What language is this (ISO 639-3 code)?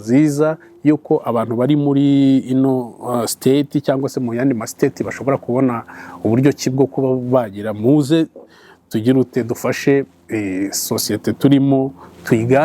kin